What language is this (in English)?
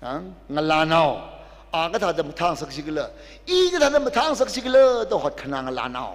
Tangkhul Naga (India)